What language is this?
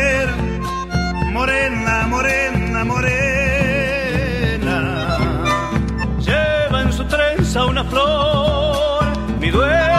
Spanish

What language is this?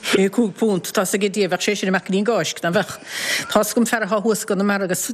Irish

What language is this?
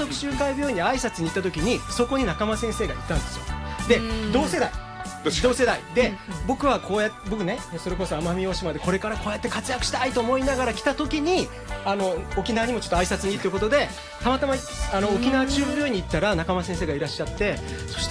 Japanese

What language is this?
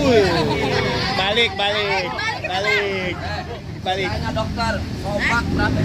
Betawi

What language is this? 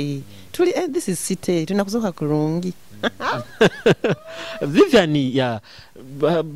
Nyoro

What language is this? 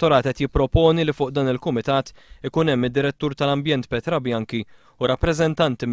Maltese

